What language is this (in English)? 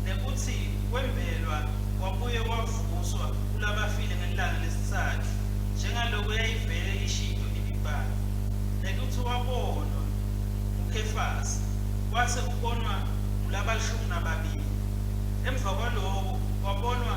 Swati